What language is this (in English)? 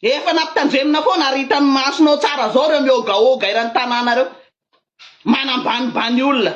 Malagasy